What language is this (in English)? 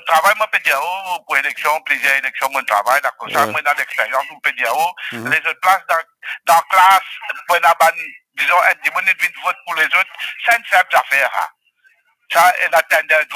Morisyen